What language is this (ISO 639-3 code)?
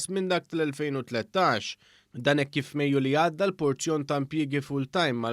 mlt